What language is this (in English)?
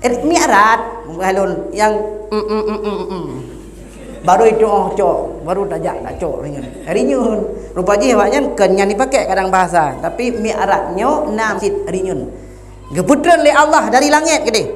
Achinese